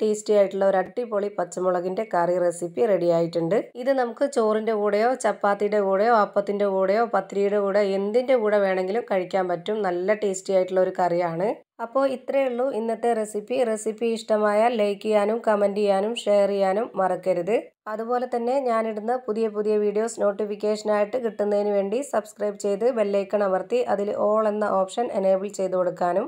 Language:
Malayalam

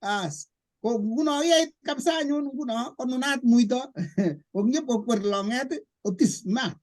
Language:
Kalenjin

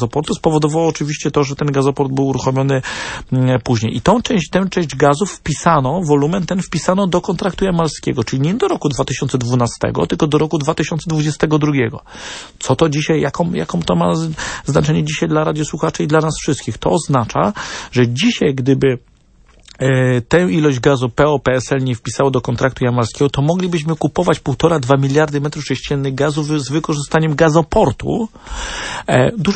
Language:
Polish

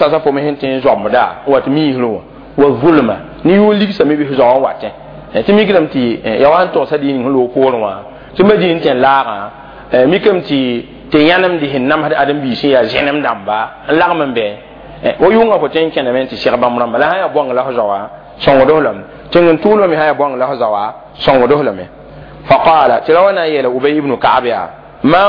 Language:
Mossi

